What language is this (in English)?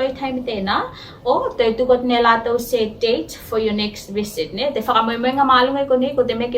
Tuvalu